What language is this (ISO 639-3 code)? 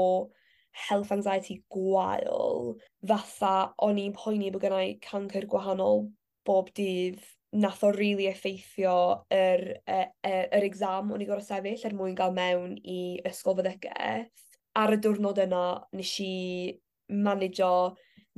cym